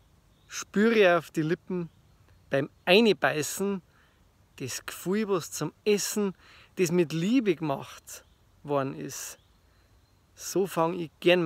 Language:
Bavarian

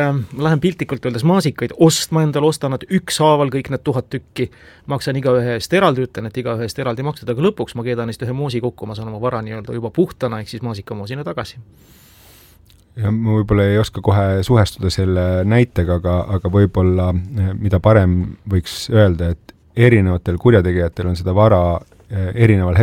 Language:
Estonian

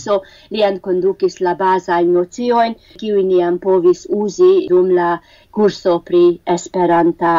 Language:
Esperanto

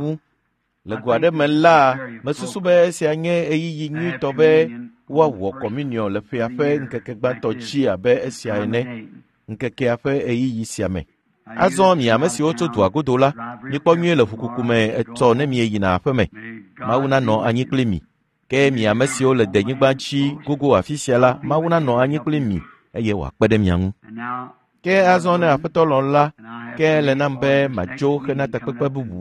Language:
Ewe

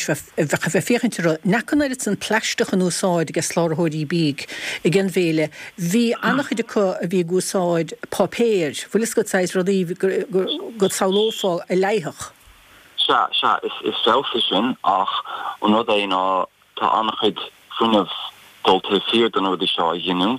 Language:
Irish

